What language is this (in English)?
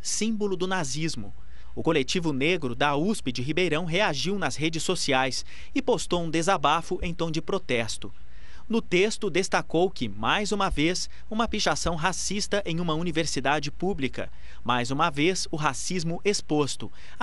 Portuguese